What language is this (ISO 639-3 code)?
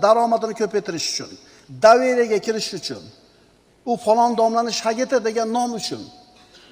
uzb